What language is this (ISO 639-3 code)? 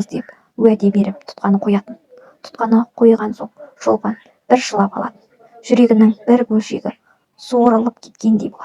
kaz